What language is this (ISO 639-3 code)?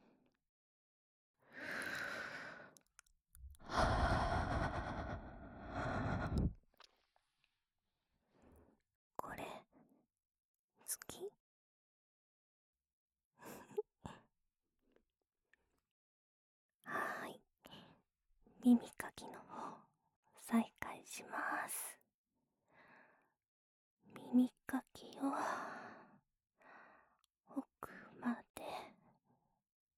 jpn